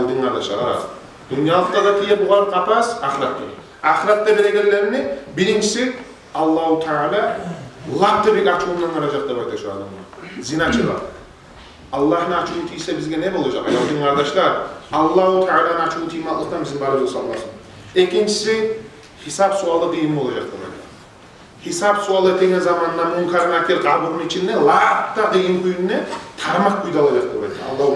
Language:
Kumyk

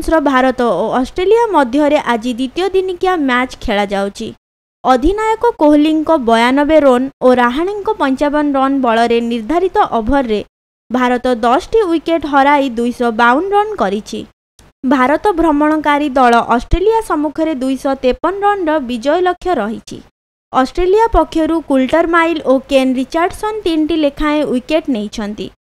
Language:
Odia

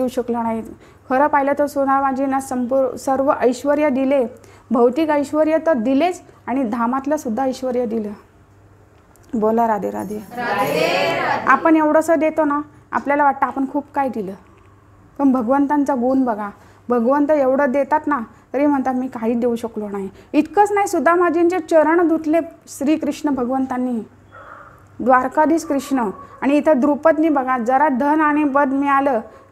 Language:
Marathi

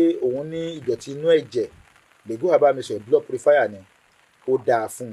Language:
Yoruba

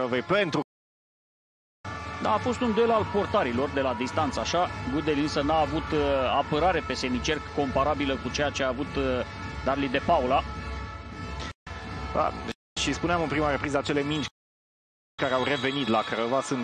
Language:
Romanian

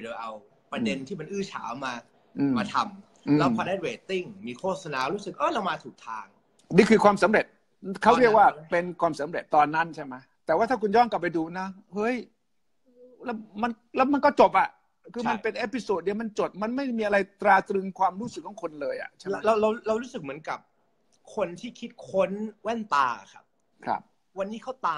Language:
Thai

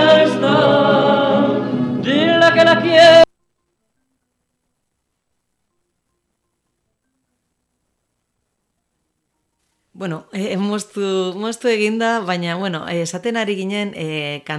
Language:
Basque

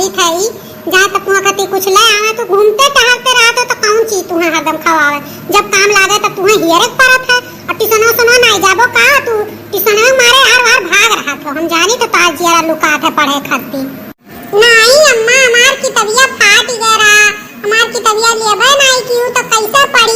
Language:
Awadhi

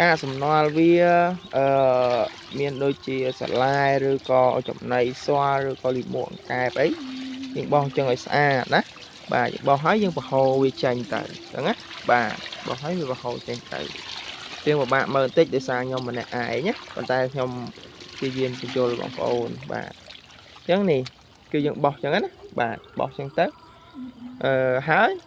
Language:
Khmer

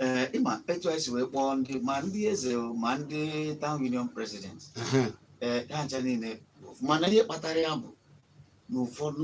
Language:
Igbo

